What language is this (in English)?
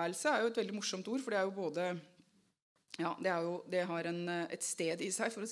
Norwegian